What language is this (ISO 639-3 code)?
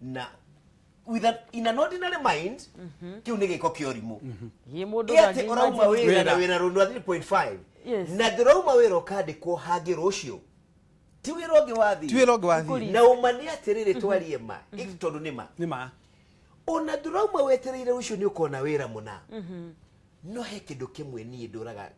kik